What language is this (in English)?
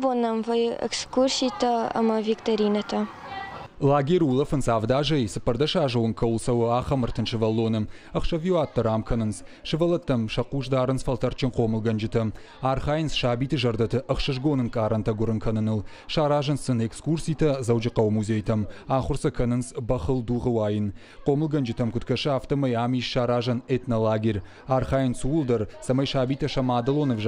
Ossetic